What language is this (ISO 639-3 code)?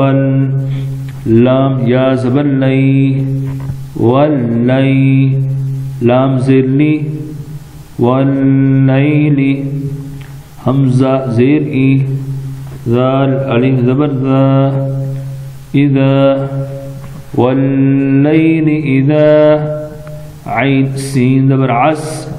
urd